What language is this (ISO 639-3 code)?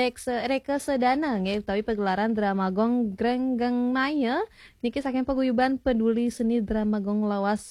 ban